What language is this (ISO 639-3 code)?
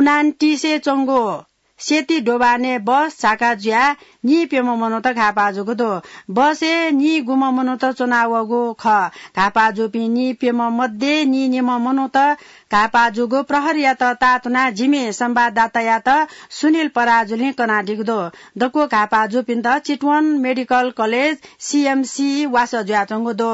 new